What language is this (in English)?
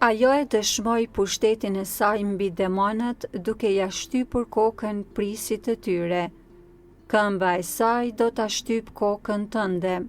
Albanian